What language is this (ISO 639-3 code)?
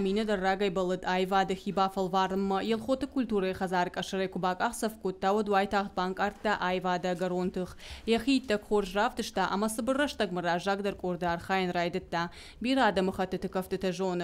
oss